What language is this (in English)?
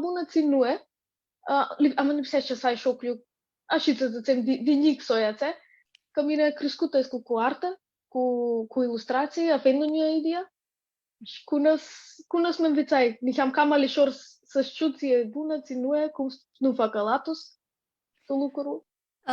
Aromanian